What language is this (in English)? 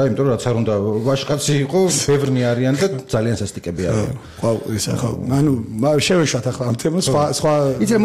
Georgian